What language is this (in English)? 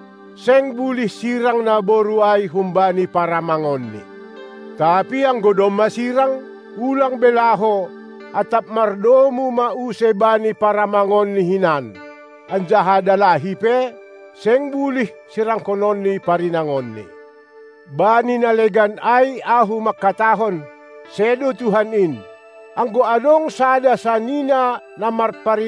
Batak Simalungun